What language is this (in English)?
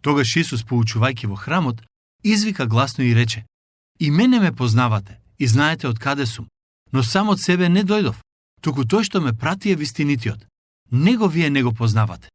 Macedonian